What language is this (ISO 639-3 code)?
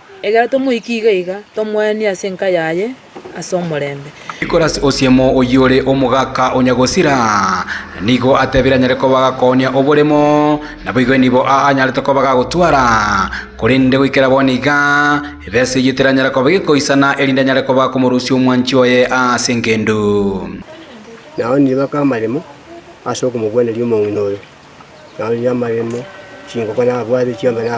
guz